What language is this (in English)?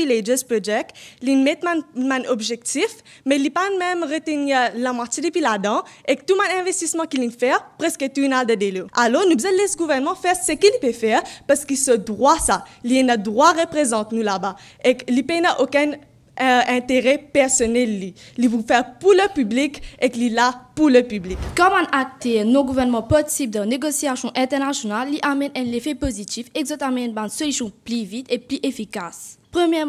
Morisyen